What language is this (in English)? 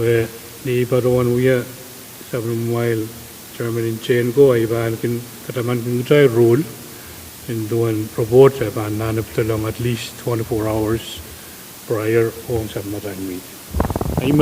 Pohnpeian